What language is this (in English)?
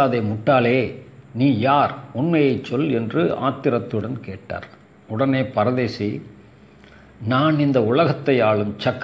Tamil